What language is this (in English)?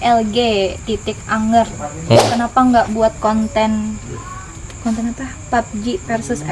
Banjar